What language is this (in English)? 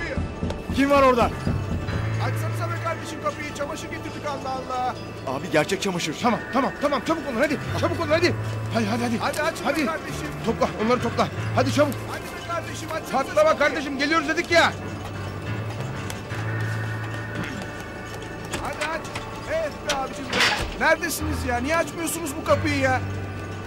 Turkish